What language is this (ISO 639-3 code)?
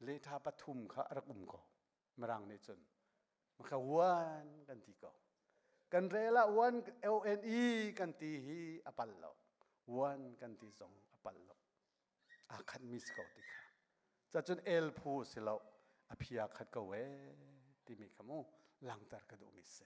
cnh